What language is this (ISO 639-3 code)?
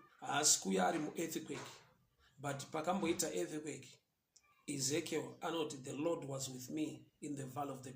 sna